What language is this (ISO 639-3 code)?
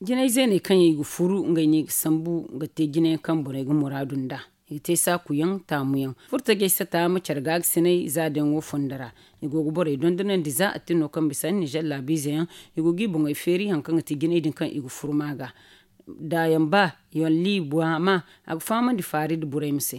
dje